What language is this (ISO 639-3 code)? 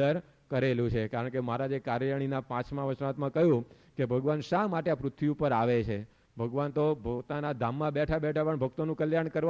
guj